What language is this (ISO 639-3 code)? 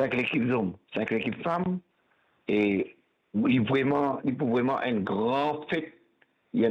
mfe